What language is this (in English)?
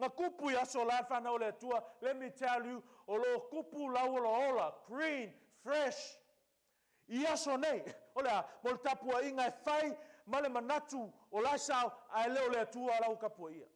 Samoan